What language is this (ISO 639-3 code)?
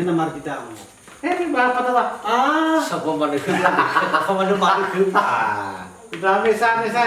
nia